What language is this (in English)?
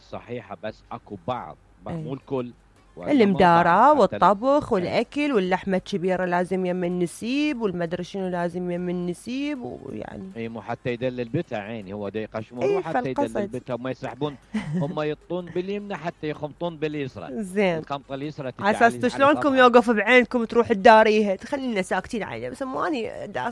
Mesopotamian Arabic